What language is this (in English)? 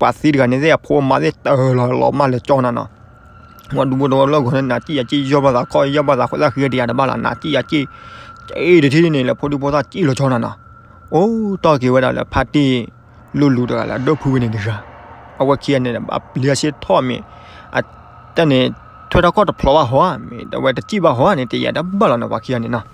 S'gaw Karen